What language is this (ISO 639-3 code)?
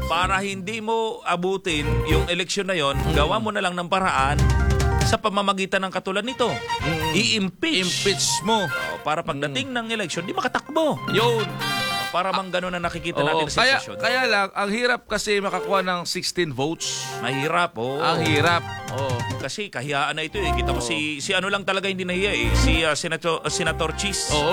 fil